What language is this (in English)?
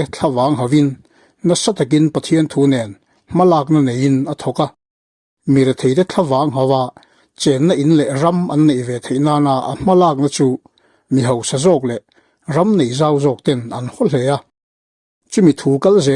Mizo